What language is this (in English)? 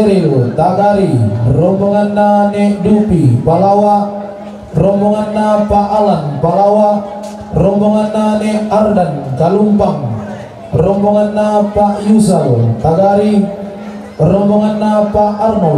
Toraja-Sa'dan